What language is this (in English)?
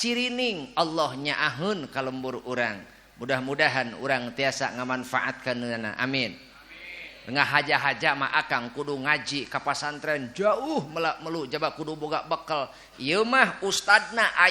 Sundanese